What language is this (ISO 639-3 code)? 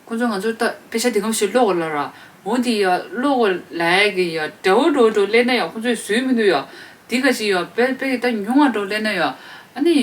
bod